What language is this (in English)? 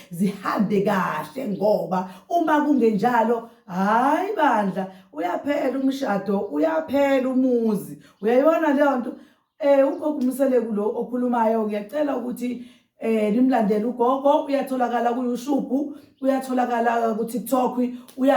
Zulu